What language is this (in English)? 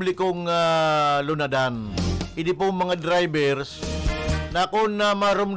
Bikol